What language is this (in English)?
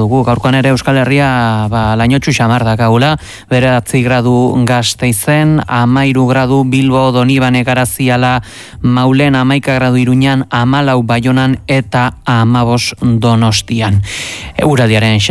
Basque